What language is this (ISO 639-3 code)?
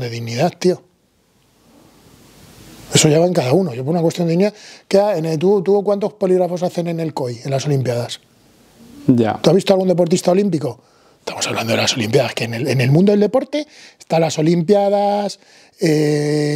spa